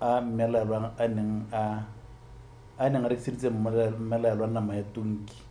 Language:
Tswana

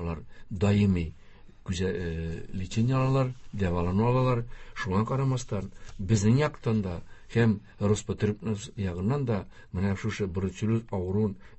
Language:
Tatar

